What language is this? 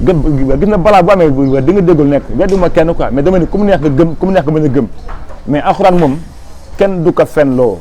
Wolof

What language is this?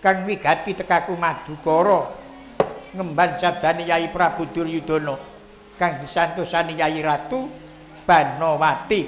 Javanese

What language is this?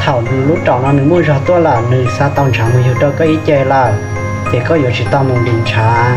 Hmong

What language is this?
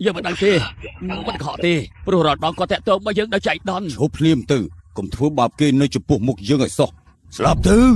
Khmer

